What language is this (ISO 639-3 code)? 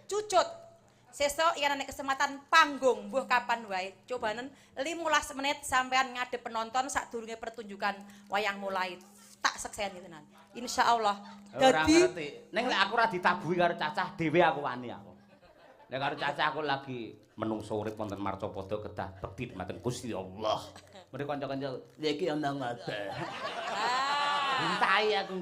jav